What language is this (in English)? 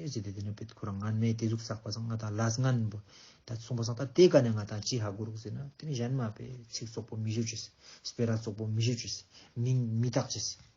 Ladakhi